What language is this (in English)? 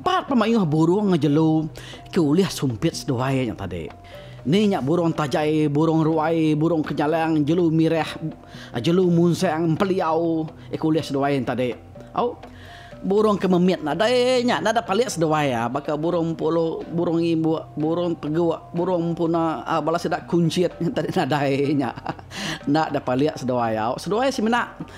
Iban